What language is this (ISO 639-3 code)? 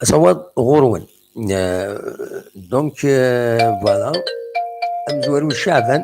kab